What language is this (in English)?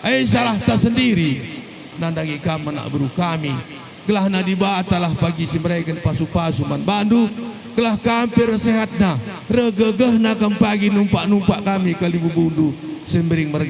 Batak Karo